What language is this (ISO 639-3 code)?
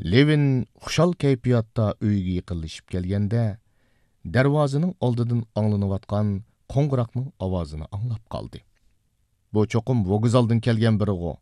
uig